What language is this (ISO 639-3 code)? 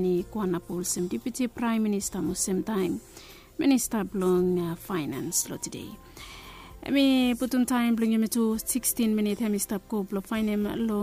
bis